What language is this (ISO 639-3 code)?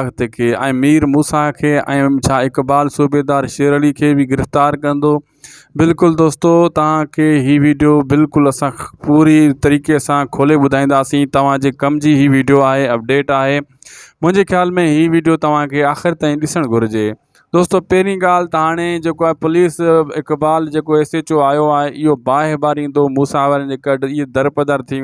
snd